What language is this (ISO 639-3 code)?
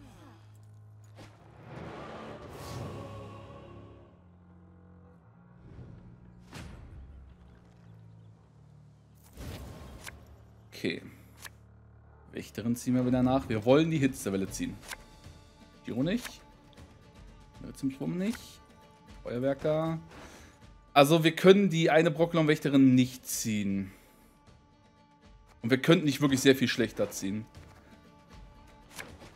deu